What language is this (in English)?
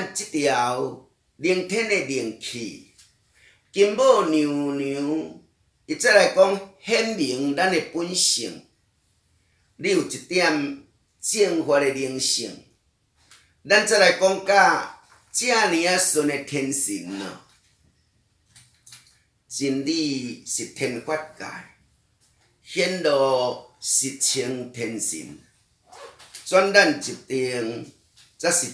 Min Nan Chinese